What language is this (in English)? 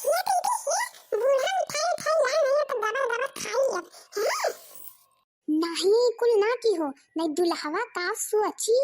Awadhi